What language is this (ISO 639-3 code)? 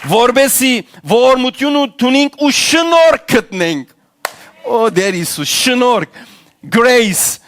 hyw